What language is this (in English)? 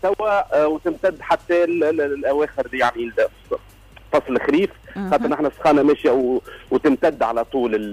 Tunisian Arabic